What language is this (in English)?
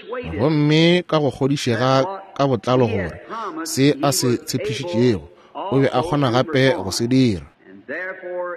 Northern Sotho